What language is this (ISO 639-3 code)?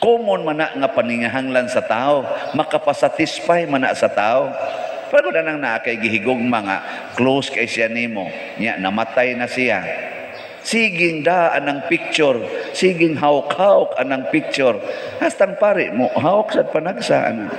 ceb